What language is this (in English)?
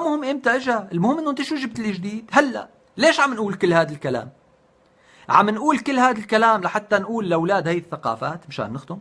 North Levantine Arabic